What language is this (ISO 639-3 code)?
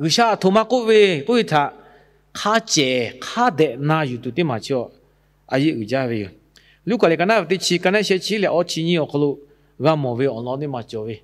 lhu